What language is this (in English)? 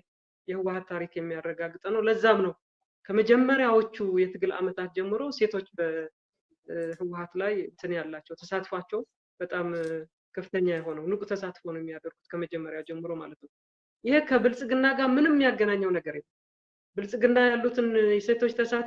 Amharic